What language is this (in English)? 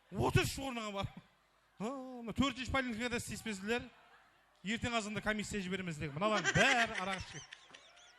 Kara-Kalpak